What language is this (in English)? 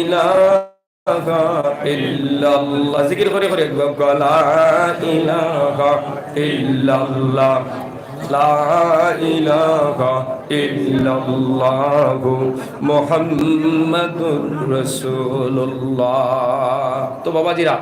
Sylheti